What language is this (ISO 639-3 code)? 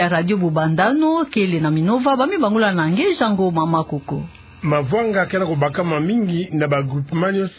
ktu